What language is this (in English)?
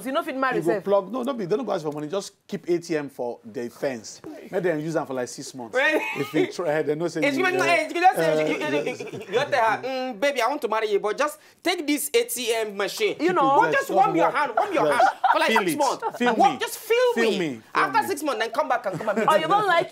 Nigerian Pidgin